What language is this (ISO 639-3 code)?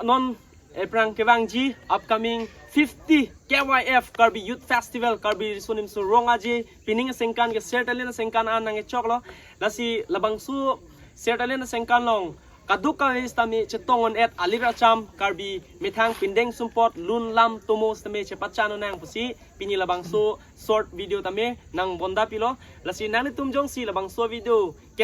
mjw